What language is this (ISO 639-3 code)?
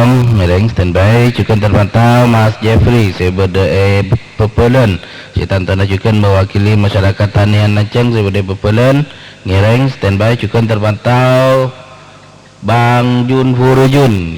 mad